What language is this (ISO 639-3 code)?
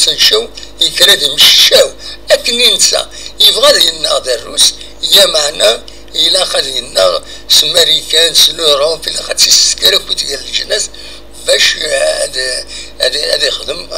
kab